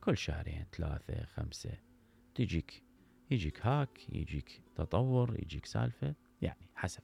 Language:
Mesopotamian Arabic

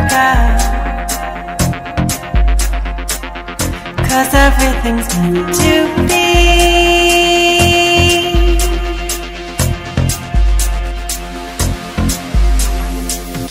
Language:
English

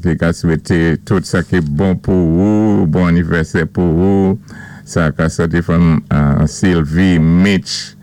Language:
Saint Lucian Creole French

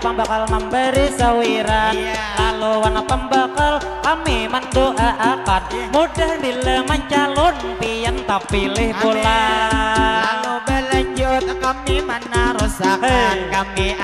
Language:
Banjar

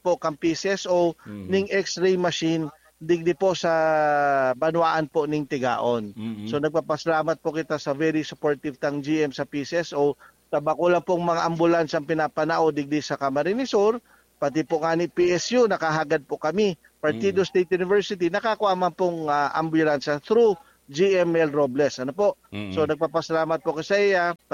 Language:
Bikol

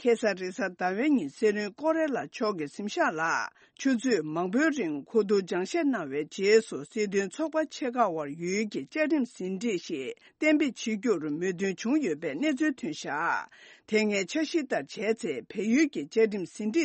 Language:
Tibetan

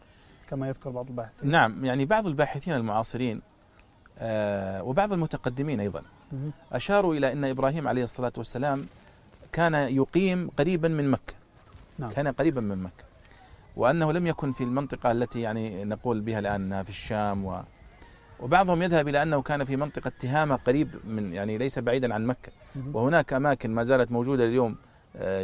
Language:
Arabic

